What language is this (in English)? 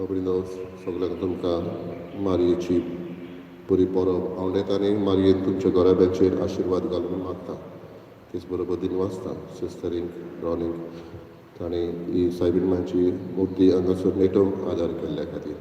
Konkani